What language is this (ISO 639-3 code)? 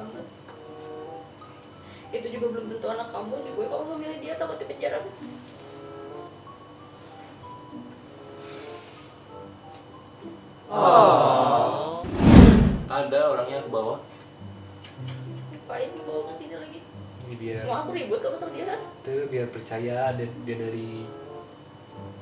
ind